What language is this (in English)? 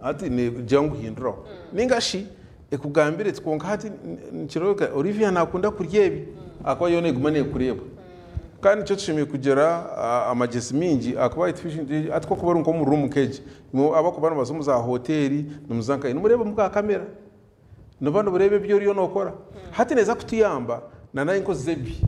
Nyankole